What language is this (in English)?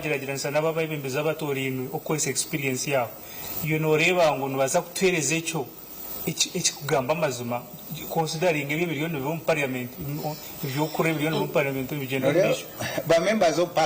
Nyankole